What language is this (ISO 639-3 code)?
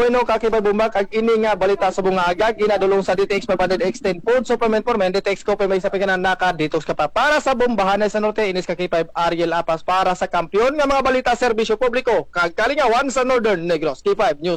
hil